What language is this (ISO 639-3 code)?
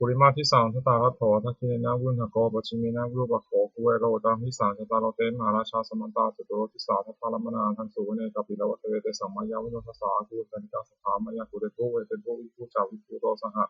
pli